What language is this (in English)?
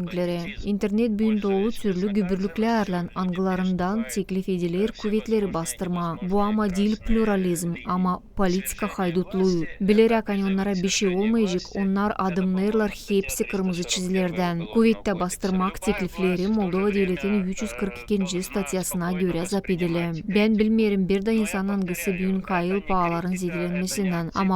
Gagauz